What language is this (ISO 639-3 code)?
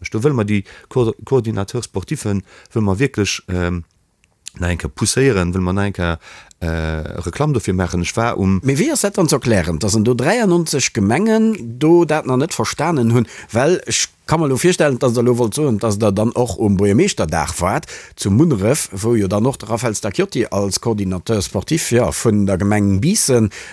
ltz